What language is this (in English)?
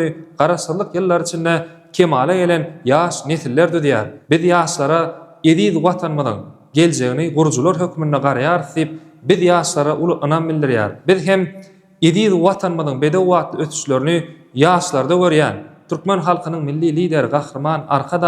Turkmen